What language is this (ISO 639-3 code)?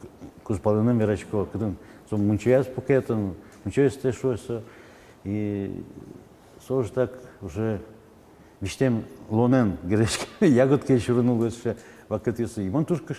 udm